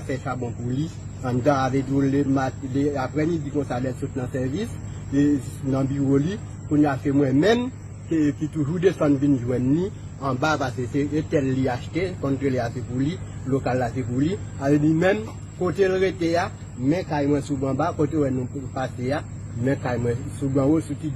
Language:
Haitian Creole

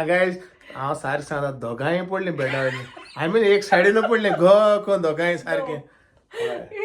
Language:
Konkani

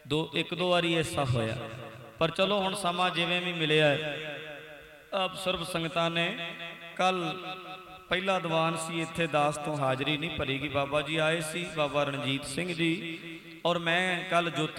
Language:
Punjabi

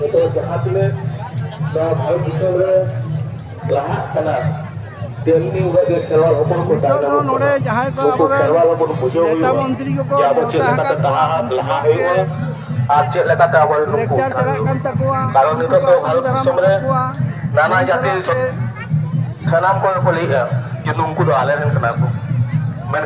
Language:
Santali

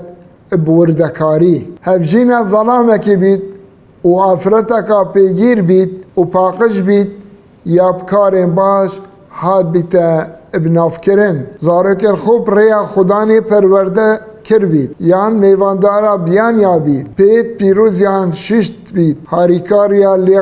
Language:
Kurdish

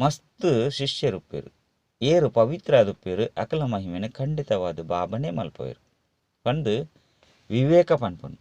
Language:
Tulu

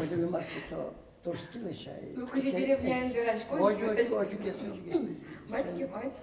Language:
Udmurt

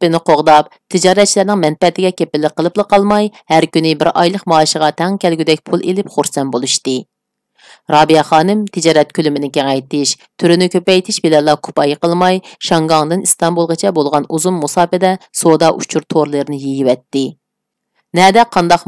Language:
Uyghur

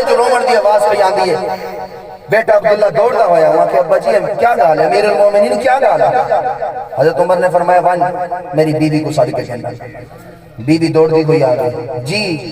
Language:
Saraiki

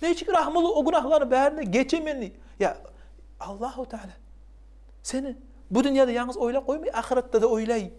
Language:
Kumyk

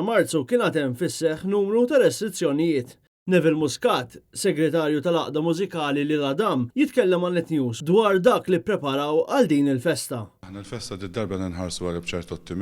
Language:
Maltese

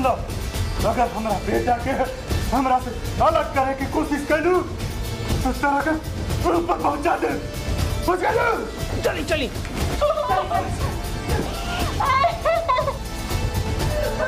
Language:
Bhojpuri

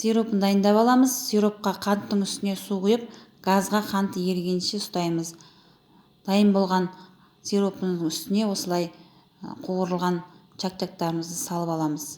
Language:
Kazakh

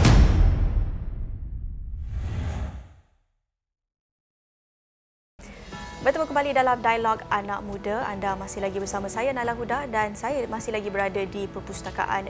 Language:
Malay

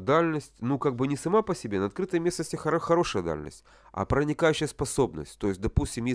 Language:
Russian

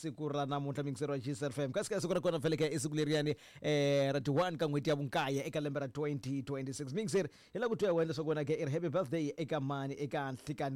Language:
Tsonga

